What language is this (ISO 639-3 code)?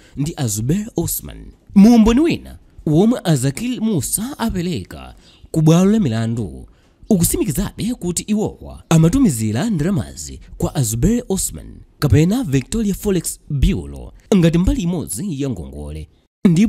nya